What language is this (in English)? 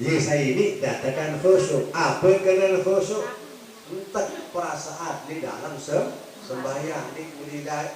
Sasak